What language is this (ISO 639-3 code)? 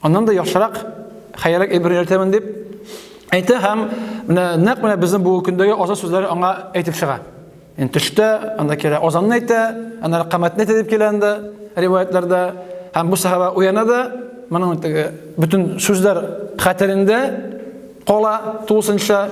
tat